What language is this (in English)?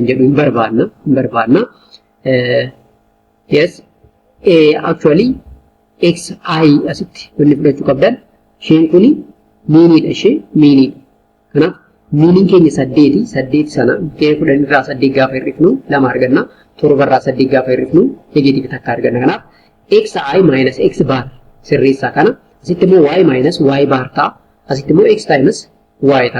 Oromo